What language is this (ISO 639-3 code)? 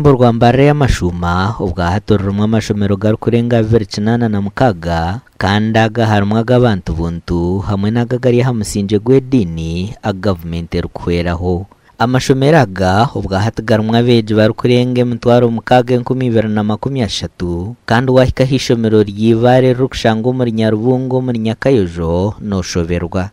nyn